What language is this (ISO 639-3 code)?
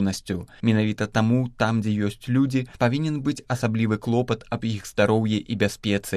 bel